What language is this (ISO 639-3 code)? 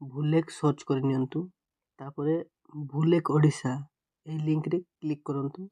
ori